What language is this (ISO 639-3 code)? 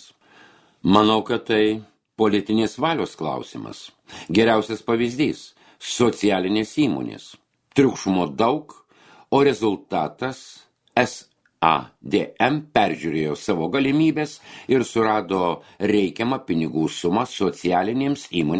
lit